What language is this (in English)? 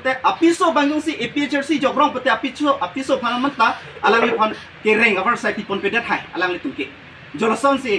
Karbi